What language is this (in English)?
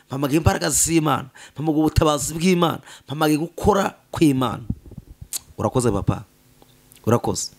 Kinyarwanda